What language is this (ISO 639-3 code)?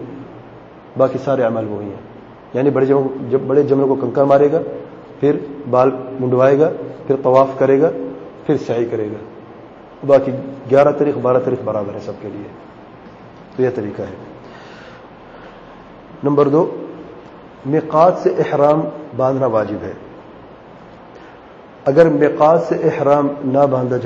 urd